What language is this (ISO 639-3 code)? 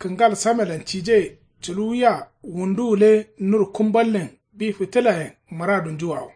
kau